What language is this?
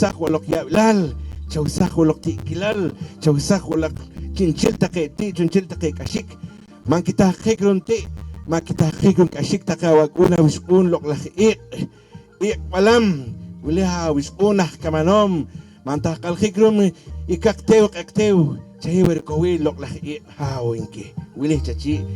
Poqomchi'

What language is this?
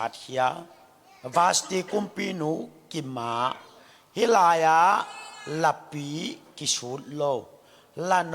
Tedim Chin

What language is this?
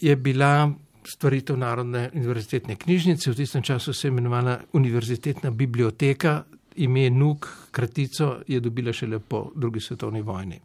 Slovenian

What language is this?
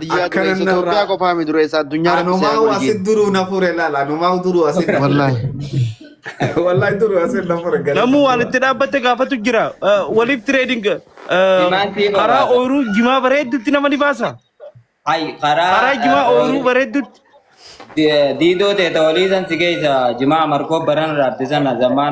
Oromo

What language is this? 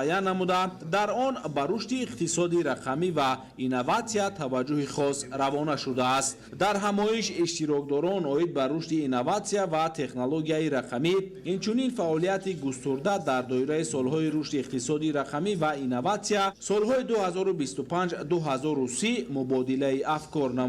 Tajik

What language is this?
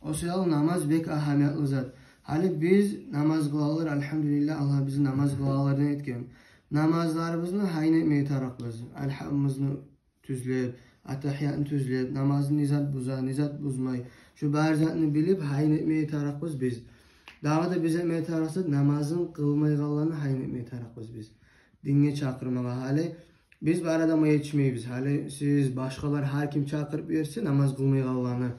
Kumyk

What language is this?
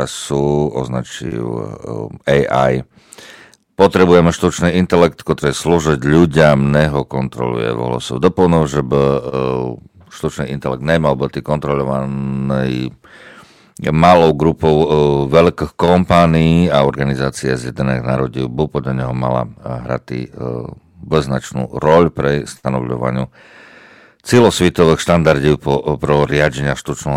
Rusyn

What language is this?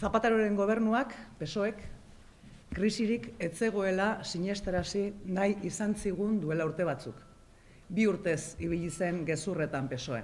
Basque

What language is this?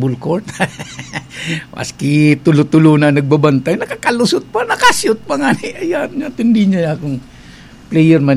Bikol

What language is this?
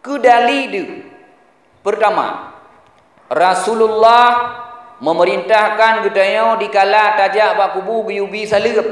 Achinese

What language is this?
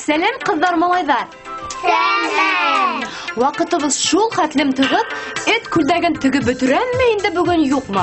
Bashkir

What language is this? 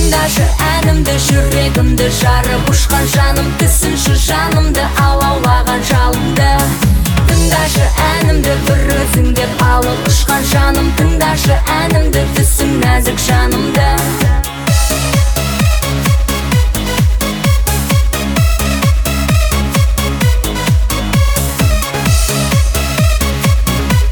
Kazakh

